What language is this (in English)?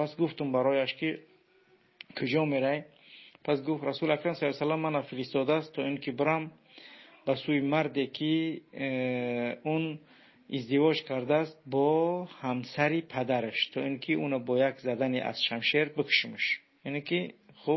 Tajik